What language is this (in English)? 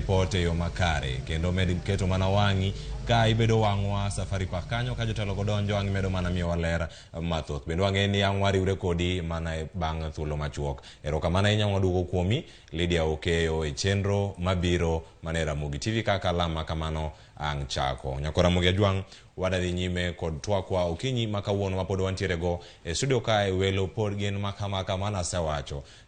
Luo (Kenya and Tanzania)